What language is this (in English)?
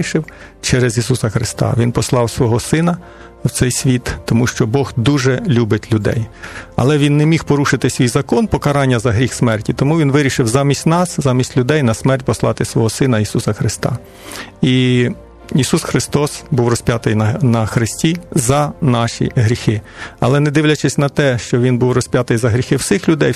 Ukrainian